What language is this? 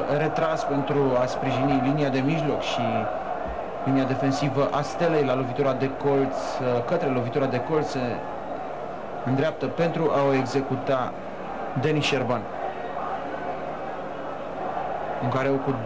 Romanian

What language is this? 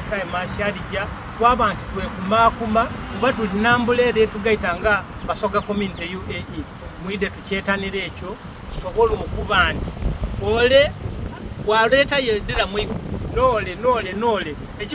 Soga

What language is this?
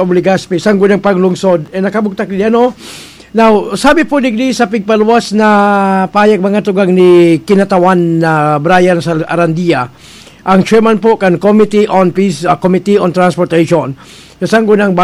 Bikol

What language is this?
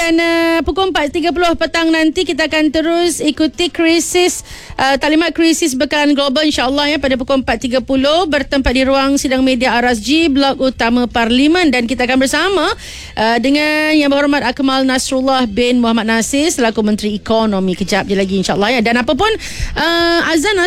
Malay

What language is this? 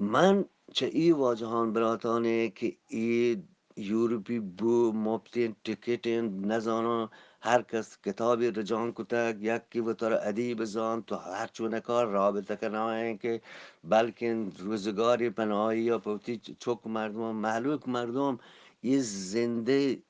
Eastern Balochi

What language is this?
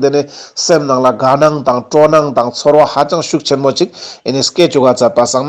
Ladakhi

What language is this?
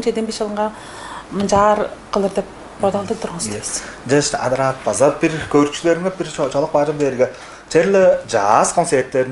Tuvinian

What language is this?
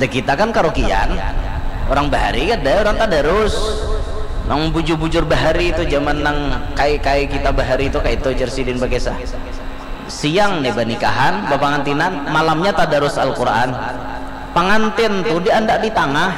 Banjar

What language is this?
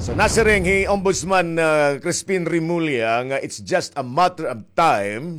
Waray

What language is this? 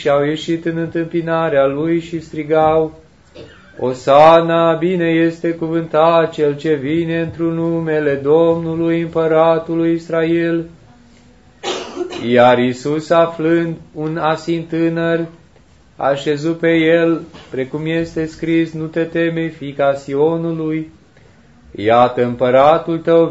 Romanian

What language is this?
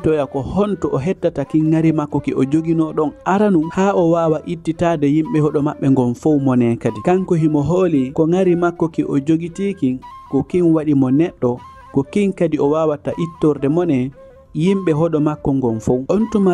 Fula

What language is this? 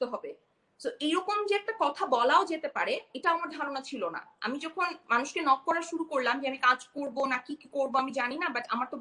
Bangla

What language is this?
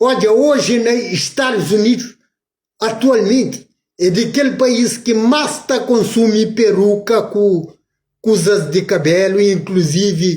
Kabuverdianu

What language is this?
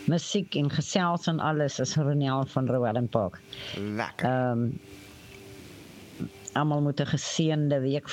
Afrikaans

